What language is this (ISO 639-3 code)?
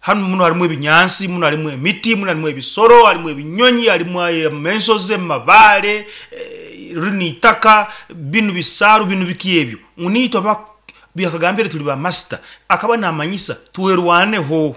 nyo